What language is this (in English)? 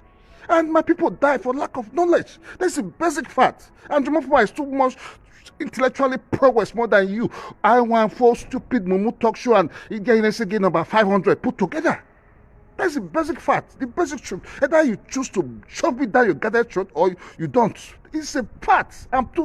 Nigerian Pidgin